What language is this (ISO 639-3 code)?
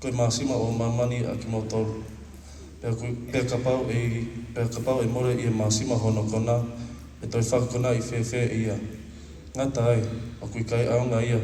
ton